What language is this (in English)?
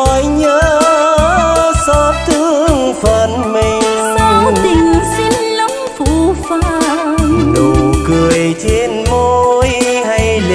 Vietnamese